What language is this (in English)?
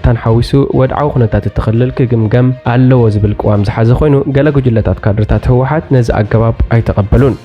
Tigrinya